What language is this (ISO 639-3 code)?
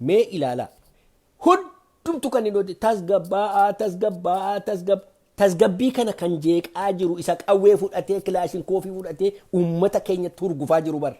orm